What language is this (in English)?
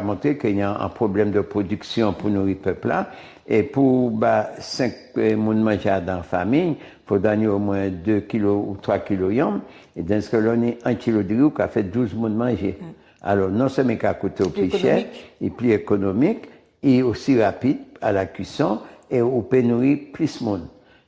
Guadeloupean Creole French